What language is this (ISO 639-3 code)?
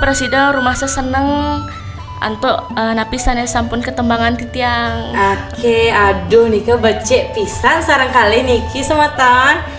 ban